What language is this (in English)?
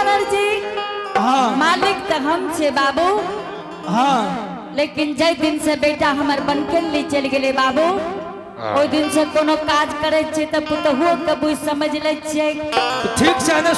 Angika